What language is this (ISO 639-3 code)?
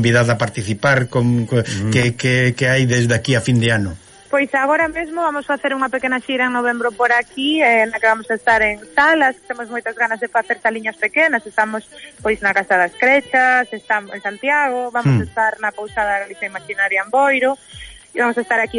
glg